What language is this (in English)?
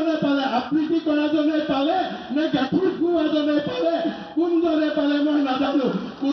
Assamese